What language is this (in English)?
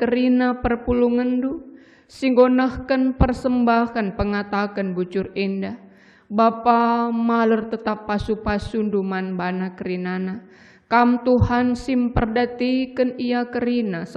Batak Karo